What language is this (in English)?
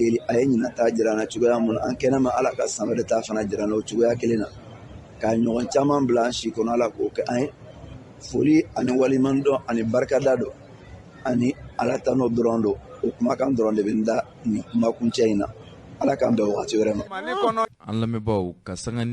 Bambara